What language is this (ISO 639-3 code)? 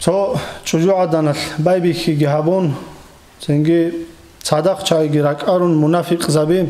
ava